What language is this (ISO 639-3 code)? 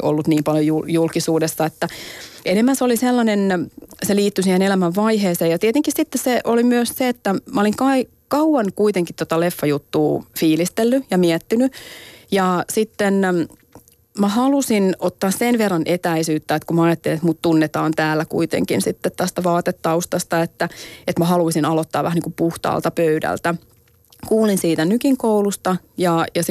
fin